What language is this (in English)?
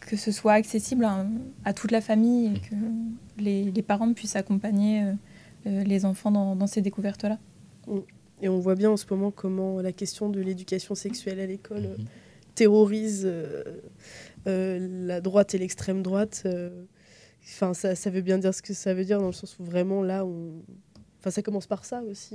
French